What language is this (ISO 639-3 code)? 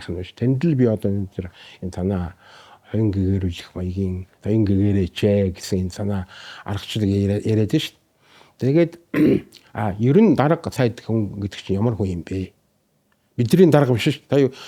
mon